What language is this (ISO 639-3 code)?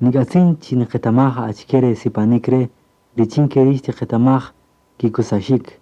cak